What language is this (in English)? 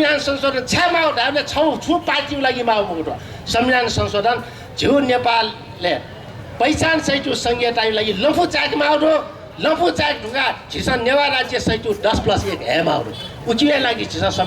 Newari